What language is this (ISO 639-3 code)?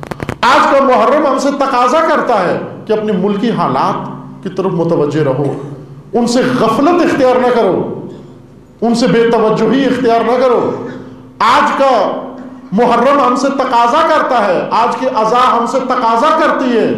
urd